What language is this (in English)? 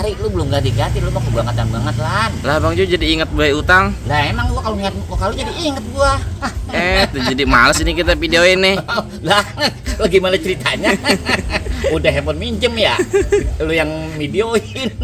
Betawi